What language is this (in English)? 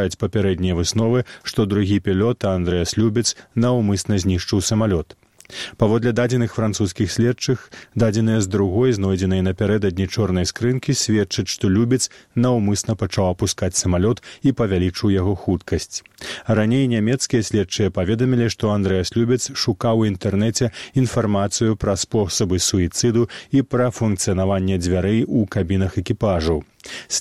Belarusian